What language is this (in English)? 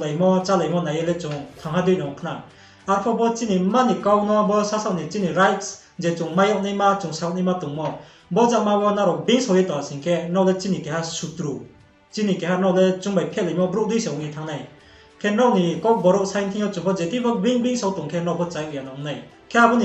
Riang (India)